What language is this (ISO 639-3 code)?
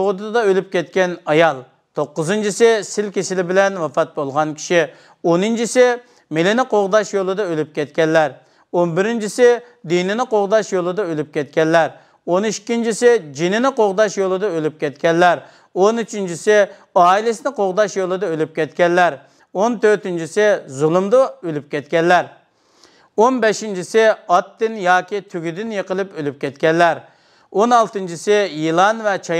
uig